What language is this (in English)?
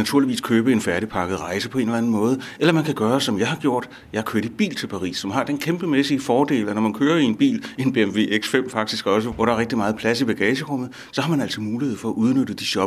Danish